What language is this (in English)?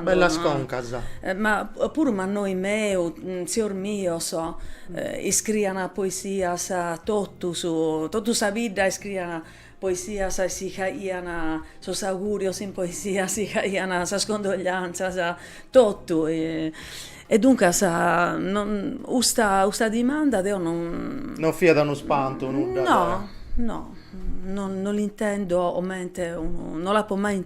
Sardinian